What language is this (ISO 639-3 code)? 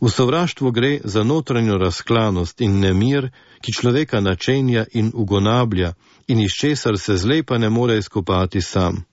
slv